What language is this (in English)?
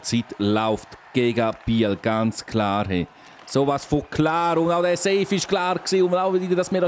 Swiss German